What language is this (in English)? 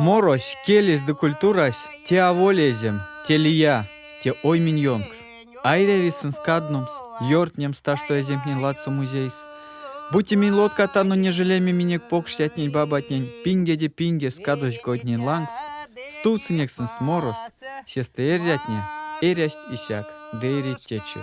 Erzya